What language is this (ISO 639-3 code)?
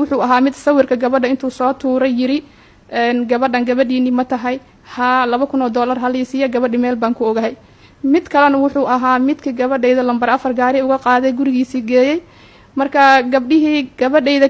som